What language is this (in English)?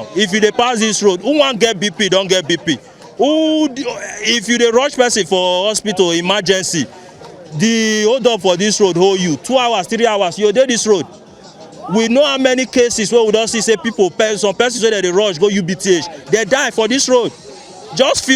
Nigerian Pidgin